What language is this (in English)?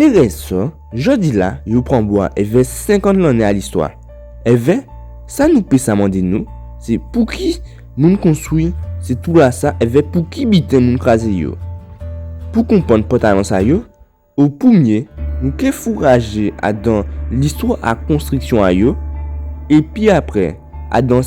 Guadeloupean Creole French